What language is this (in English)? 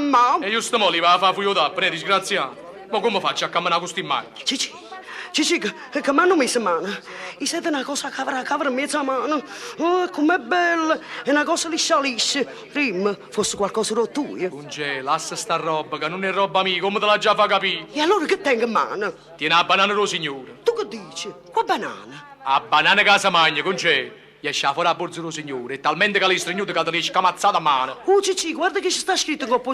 Neapolitan